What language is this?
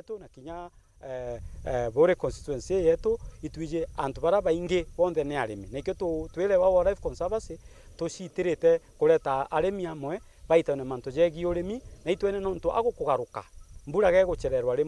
Meru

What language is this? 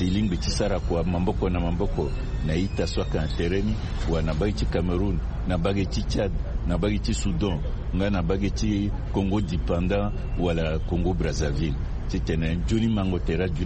Sango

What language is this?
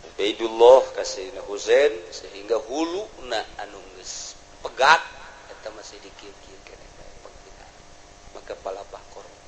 Sundanese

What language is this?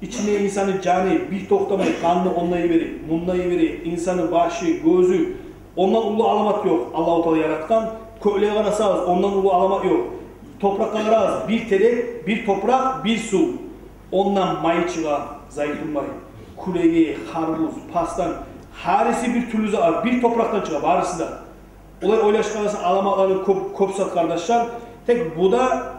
Kumyk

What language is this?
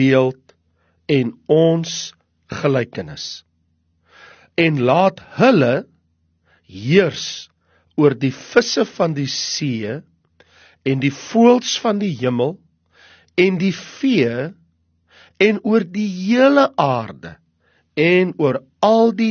Afrikaans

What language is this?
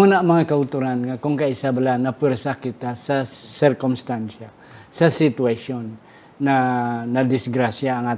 Hiligaynon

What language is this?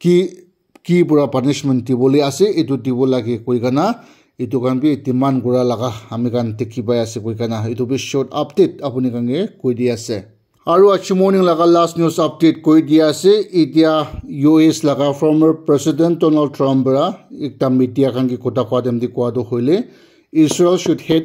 Naga Pidgin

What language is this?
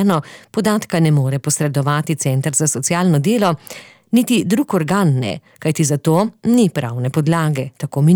Slovenian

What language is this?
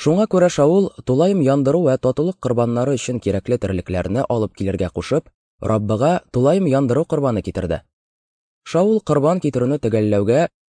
Tatar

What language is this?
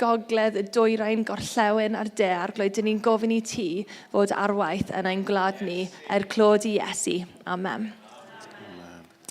Welsh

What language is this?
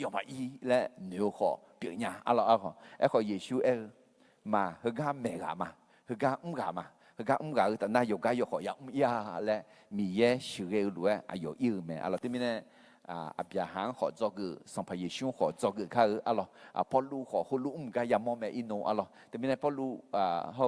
Akha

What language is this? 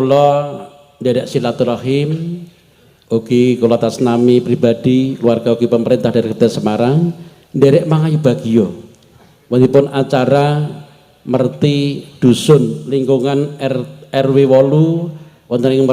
Javanese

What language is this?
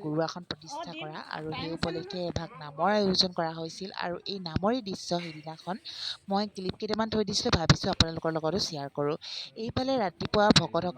Assamese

